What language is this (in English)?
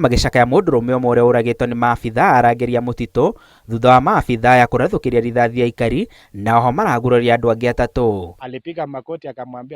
Kikuyu